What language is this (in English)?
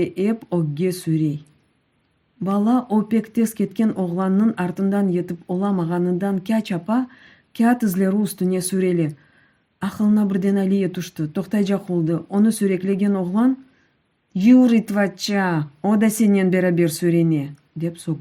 Crimean Tatar